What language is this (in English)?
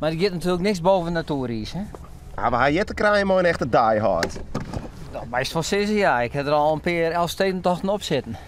Western Frisian